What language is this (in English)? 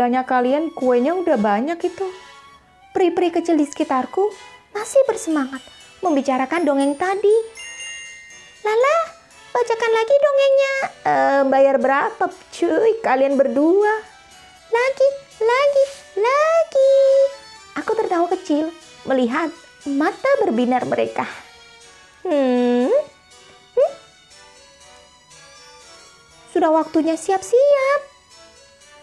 Indonesian